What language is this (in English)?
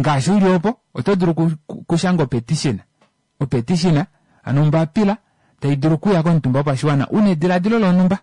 Kuanyama